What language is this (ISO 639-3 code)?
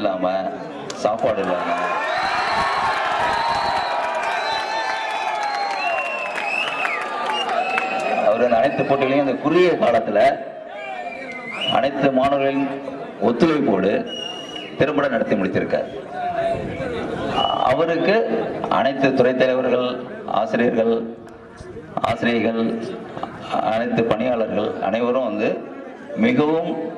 tam